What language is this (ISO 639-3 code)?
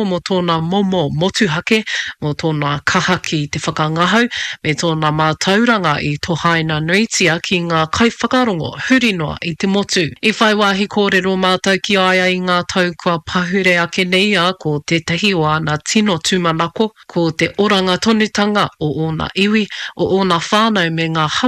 mri